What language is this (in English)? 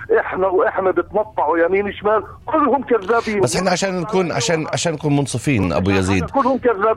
North Levantine Arabic